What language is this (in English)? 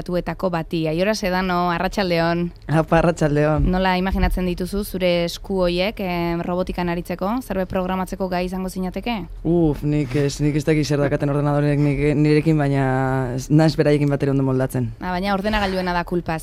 Basque